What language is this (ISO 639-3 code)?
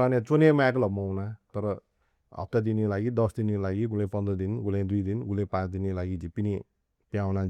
new